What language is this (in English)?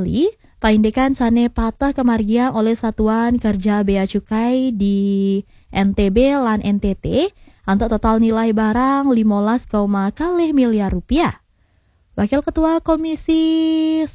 Balinese